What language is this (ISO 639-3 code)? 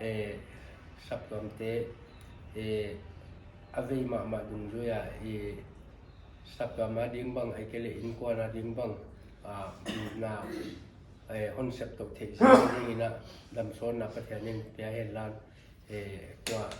pck